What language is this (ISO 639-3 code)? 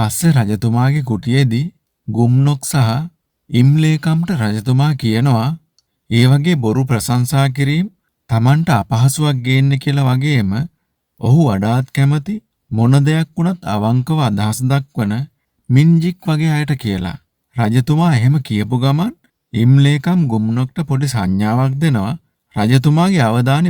sin